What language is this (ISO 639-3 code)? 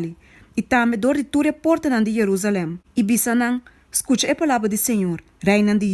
pap